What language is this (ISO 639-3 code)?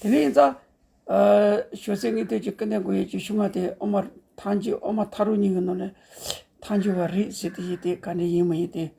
bod